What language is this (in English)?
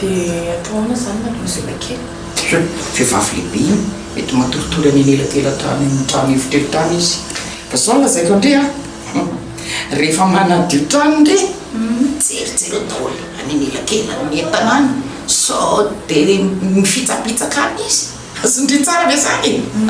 Malagasy